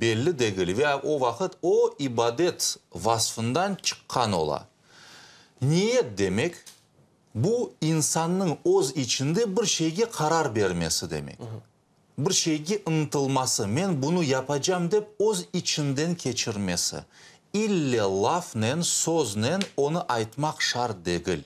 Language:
Crimean Tatar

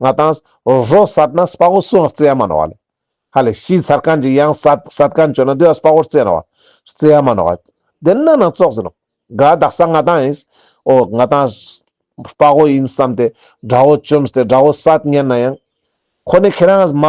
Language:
Ladakhi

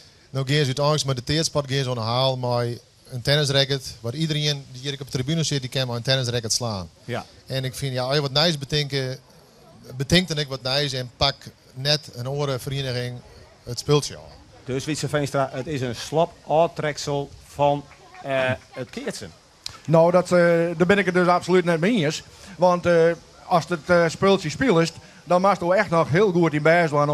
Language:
Western Frisian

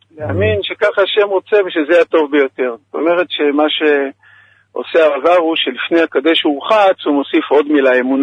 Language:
Hebrew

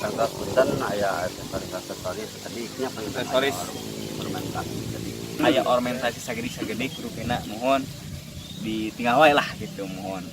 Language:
Sundanese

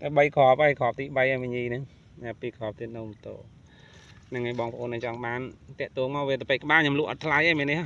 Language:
Khmer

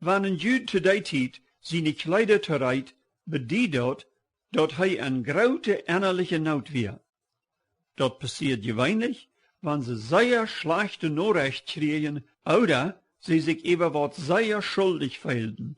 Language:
Plautdietsch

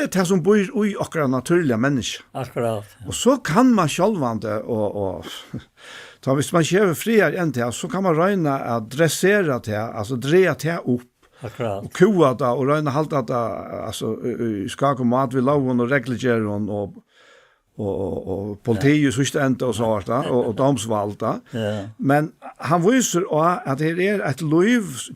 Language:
Faroese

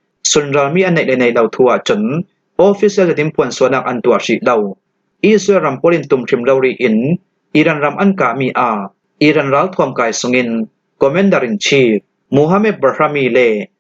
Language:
Falam Chin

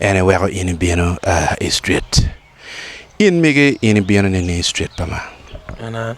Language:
Acoli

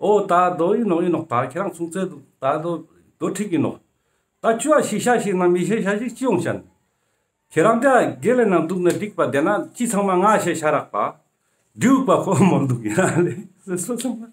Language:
Ladakhi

